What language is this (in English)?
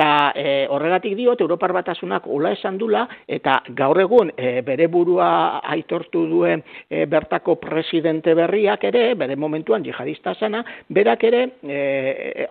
Basque